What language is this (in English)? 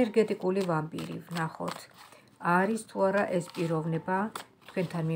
Georgian